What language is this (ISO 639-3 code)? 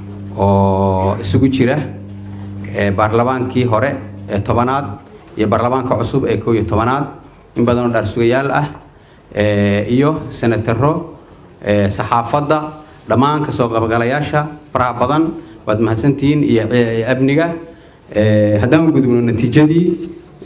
som